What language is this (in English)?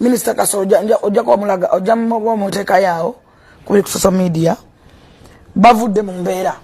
Ganda